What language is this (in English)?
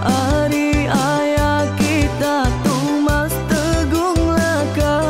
Iban